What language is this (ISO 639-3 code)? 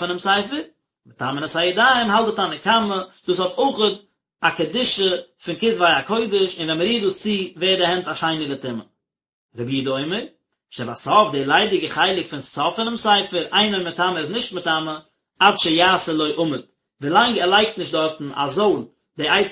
yid